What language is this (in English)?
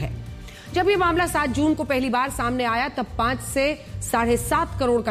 Hindi